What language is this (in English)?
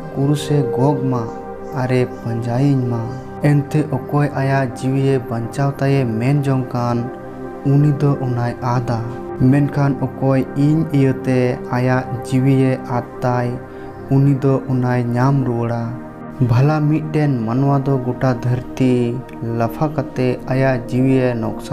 Santali